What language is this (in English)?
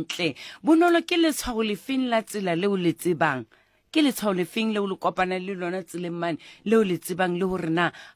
Southern Sotho